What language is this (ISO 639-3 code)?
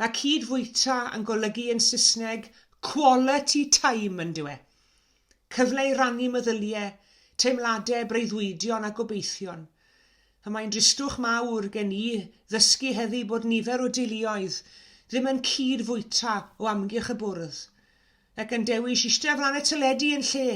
cym